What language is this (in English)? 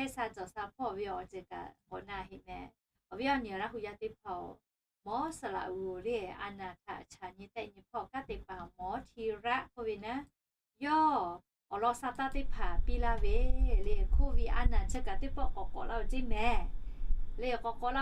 Lahu